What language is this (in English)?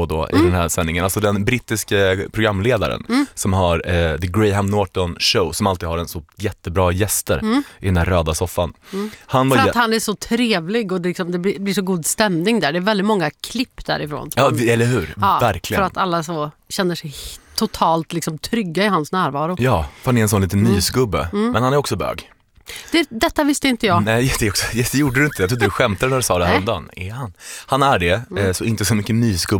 Swedish